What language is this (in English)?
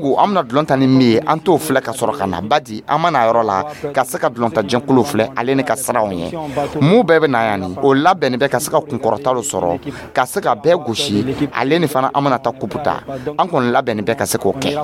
Dyula